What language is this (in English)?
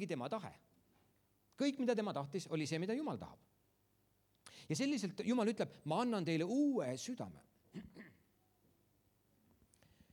Estonian